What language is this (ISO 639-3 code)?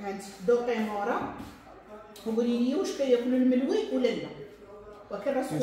ary